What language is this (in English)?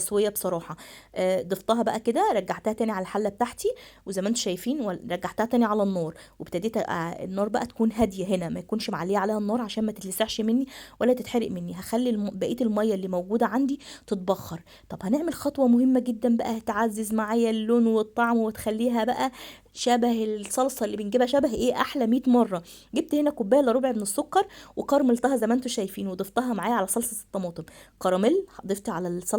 Egyptian Arabic